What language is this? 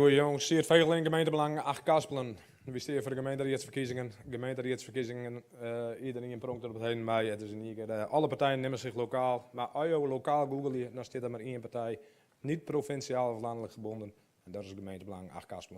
Western Frisian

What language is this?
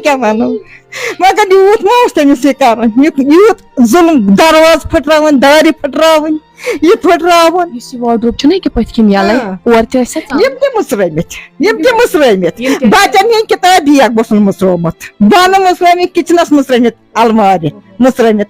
Kashmiri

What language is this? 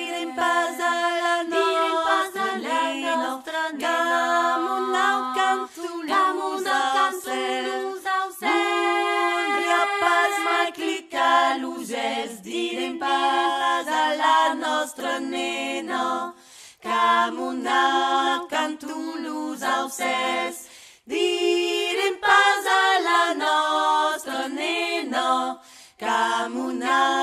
Occitan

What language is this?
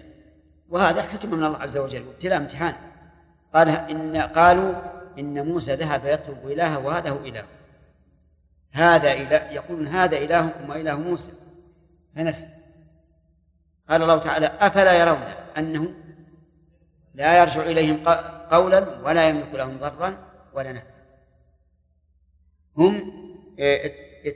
Arabic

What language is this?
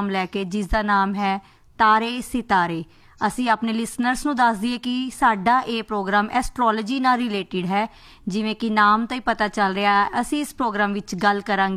Punjabi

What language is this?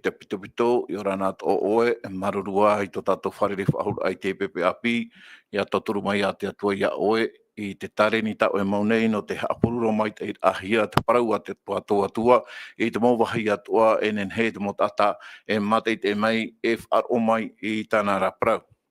Tahitian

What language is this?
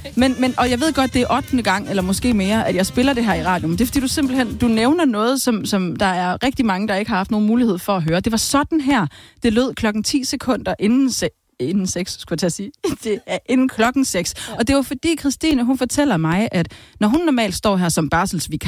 Danish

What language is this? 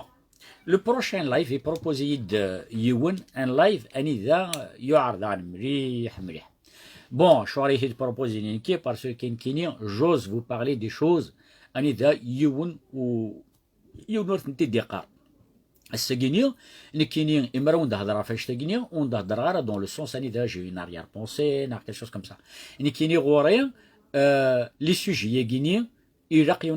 Kabyle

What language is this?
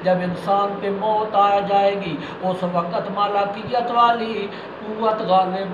Urdu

